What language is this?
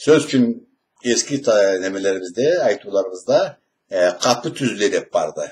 Karachay-Balkar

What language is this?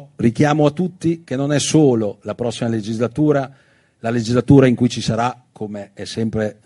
Italian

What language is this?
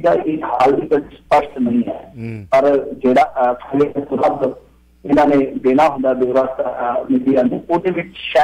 Punjabi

